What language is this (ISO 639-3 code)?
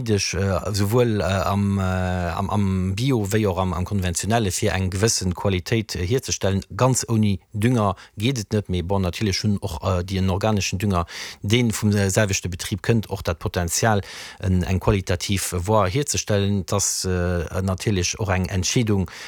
ltz